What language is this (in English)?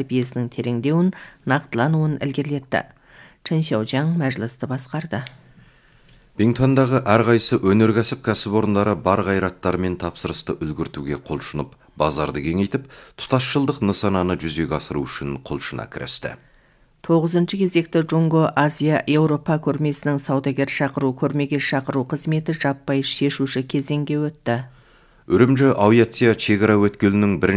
Kazakh